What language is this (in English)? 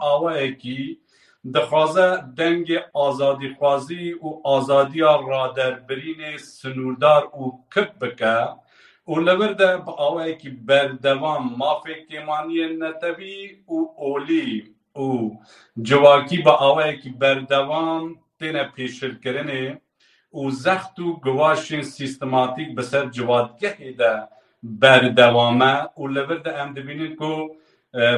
Kurdish